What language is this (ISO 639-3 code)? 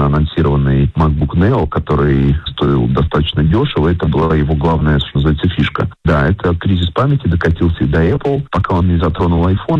rus